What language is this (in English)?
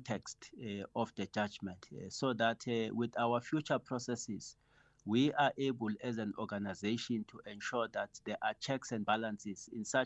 English